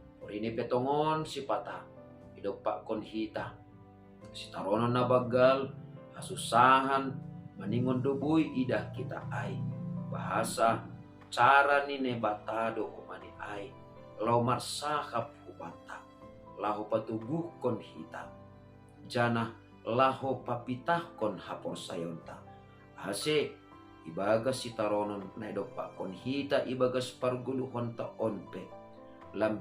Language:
Batak Simalungun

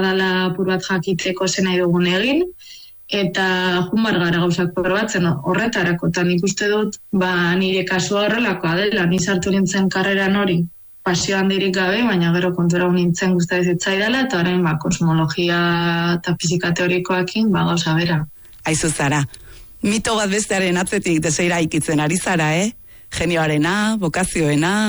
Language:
Basque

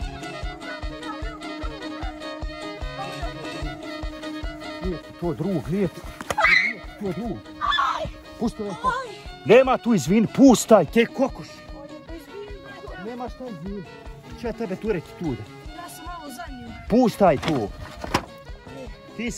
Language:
Croatian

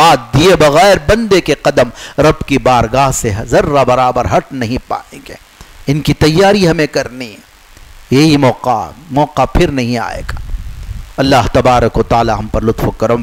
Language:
Urdu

